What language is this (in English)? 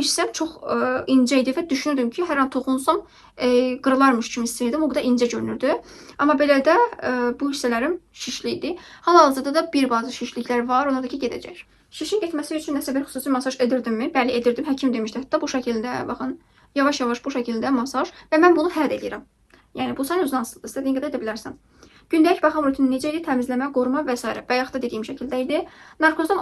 Azerbaijani